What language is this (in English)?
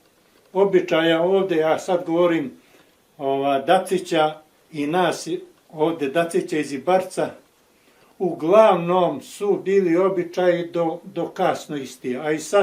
Bosnian